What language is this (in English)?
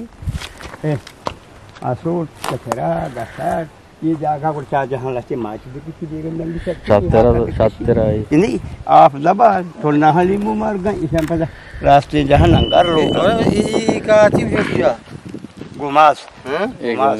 Eastern Balochi